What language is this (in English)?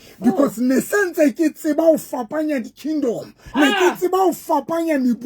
Southern Sotho